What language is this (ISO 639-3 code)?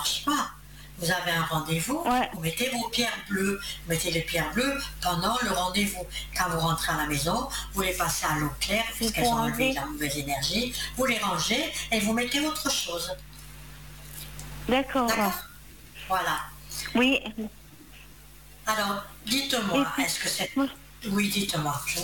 fra